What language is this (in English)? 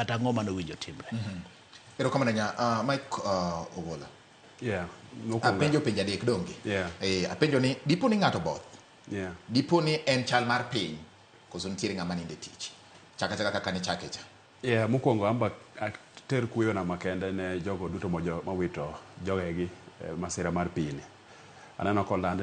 Luo (Kenya and Tanzania)